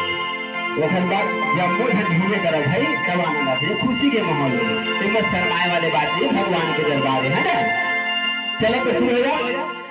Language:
Chhattisgarhi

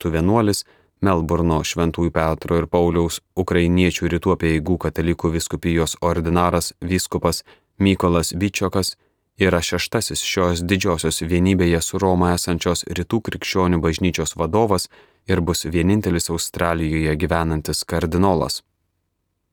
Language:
Lithuanian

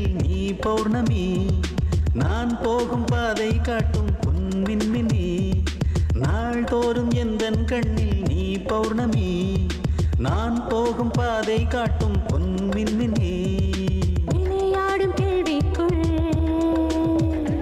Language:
Tamil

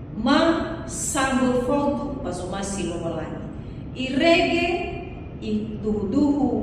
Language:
Nias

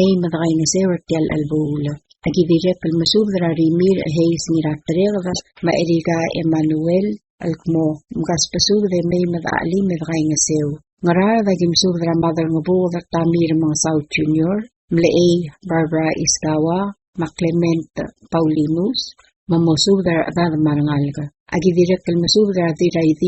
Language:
Palauan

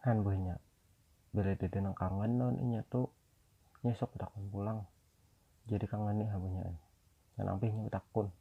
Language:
Banjar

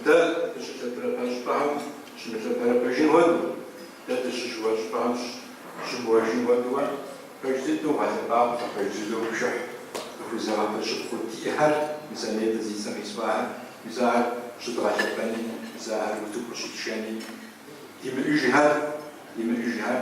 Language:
Kabardian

